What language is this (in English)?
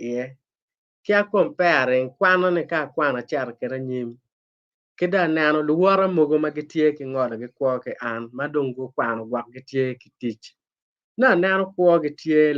Acoli